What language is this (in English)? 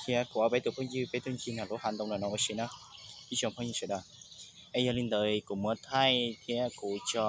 Hmong